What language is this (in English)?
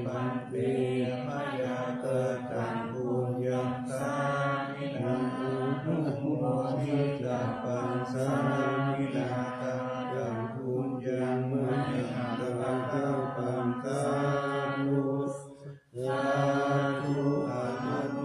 Pali